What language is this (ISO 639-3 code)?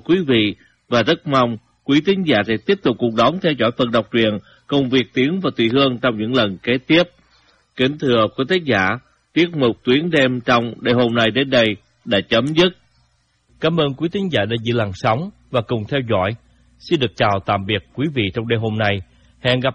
vie